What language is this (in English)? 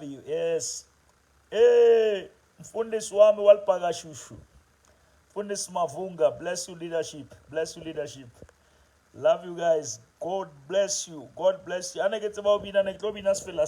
Southern Sotho